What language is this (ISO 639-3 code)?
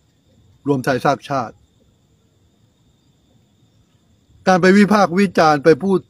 tha